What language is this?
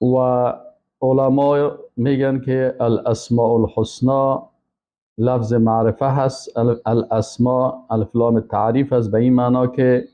Persian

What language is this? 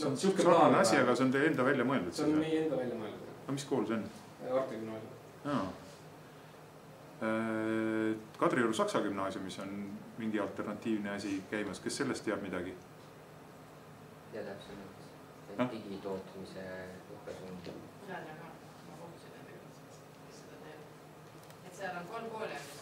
Estonian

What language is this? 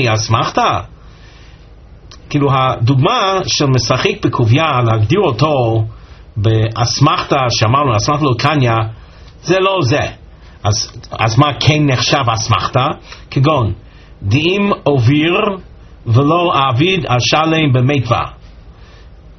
Hebrew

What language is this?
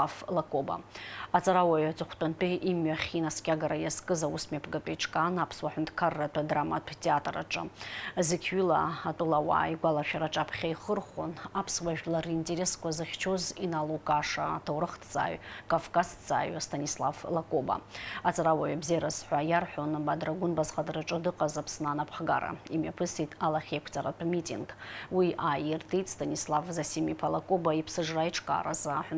Abkhazian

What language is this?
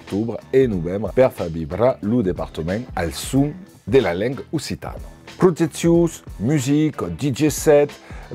Occitan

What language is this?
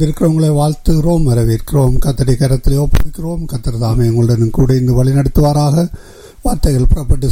Tamil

